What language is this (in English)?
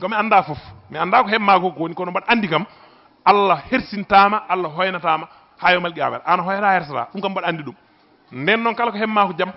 Fula